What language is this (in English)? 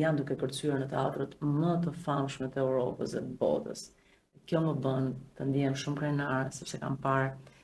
Albanian